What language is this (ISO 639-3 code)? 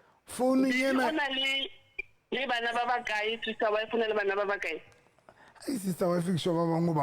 sot